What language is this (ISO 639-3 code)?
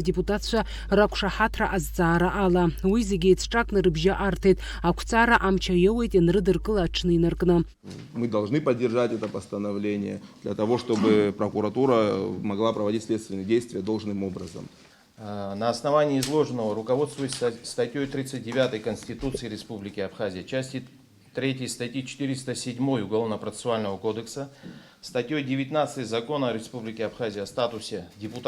abk